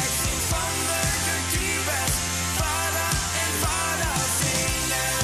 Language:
Plautdietsch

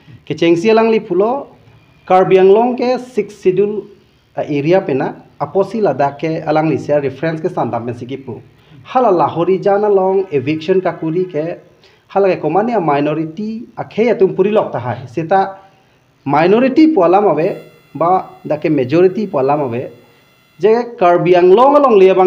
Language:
Karbi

